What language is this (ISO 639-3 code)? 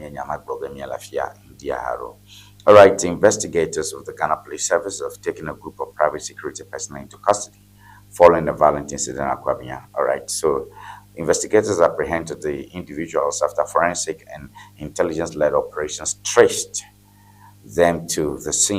ewe